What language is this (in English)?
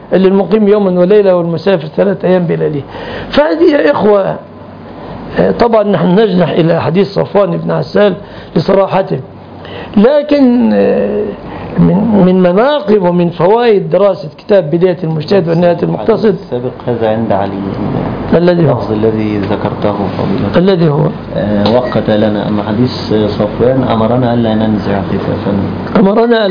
Arabic